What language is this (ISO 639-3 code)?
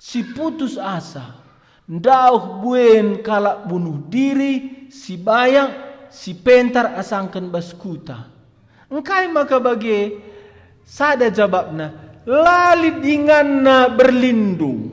btx